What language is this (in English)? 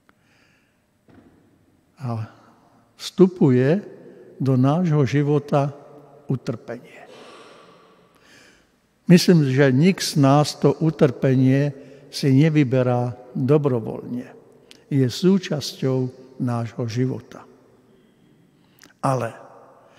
Slovak